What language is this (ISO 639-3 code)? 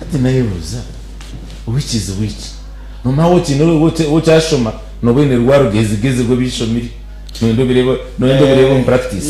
nyn